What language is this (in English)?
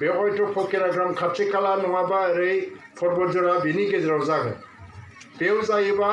Bodo